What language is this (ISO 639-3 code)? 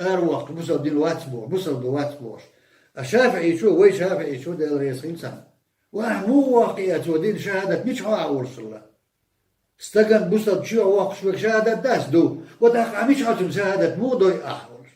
che